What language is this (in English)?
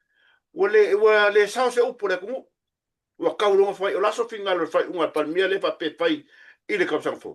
Samoan